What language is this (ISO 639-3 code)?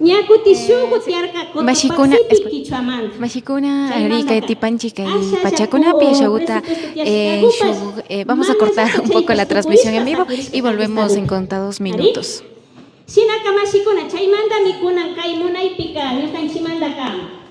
qvi